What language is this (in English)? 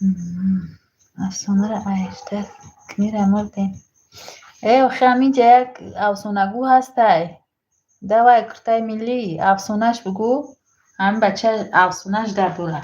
Tajik